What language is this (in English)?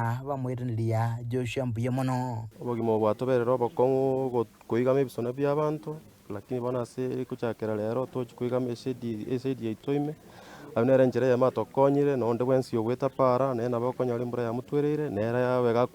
Gusii